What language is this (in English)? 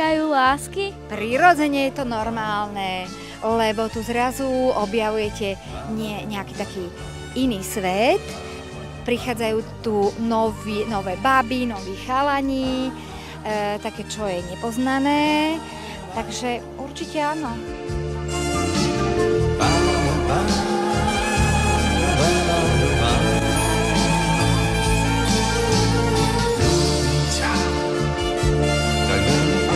Slovak